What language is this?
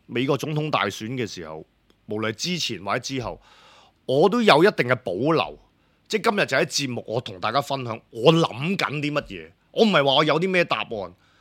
Cantonese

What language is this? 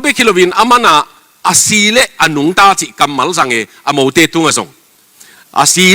Tedim Chin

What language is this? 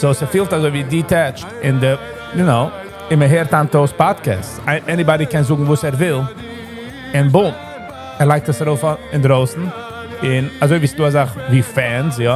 Yiddish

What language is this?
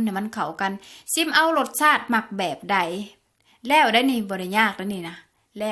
Lao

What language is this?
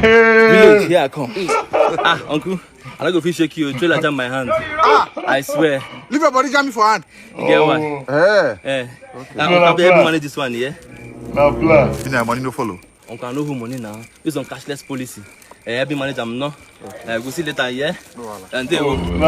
Nigerian Pidgin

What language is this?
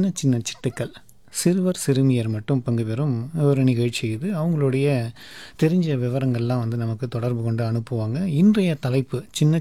Tamil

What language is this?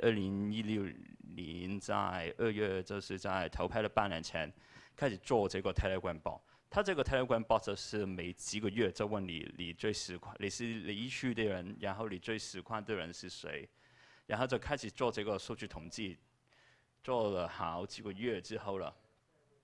Chinese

